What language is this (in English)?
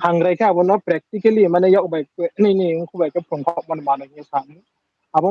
Riang (India)